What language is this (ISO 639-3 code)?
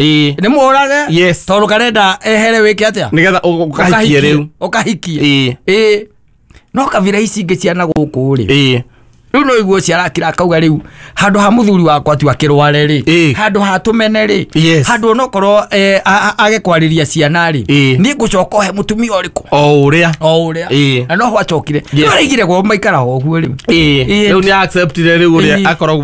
kik